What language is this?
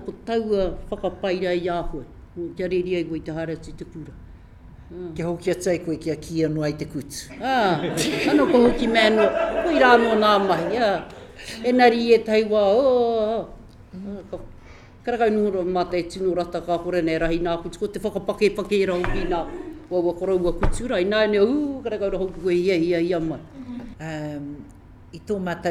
Māori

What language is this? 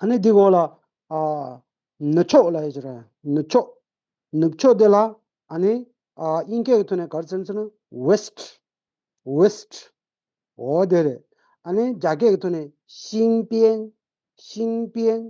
Tibetan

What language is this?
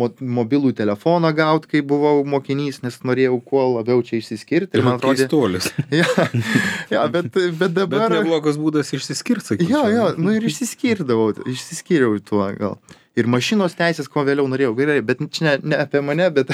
Lithuanian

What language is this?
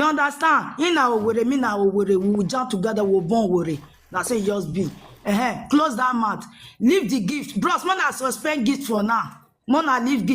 Nigerian Pidgin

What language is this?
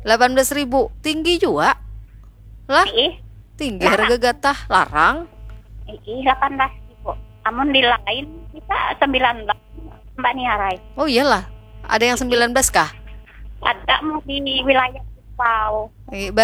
Banjar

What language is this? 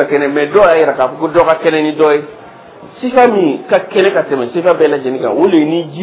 Dyula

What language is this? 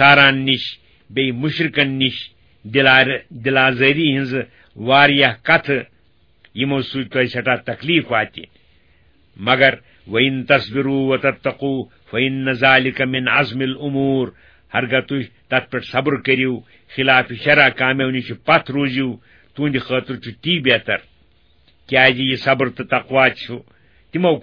Kashmiri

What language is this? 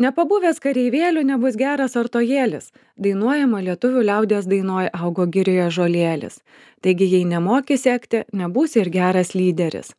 Lithuanian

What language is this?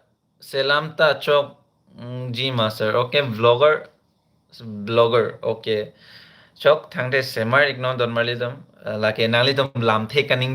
Karbi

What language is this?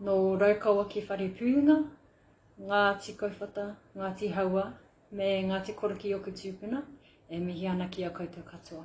Māori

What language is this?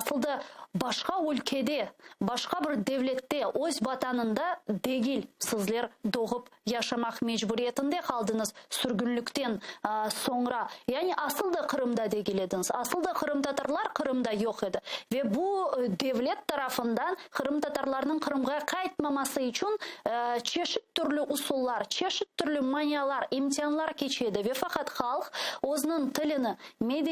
Crimean Tatar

